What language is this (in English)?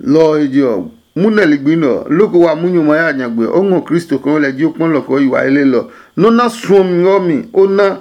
Adangme